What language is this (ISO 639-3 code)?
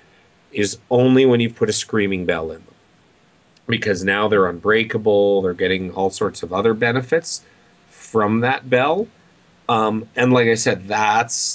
eng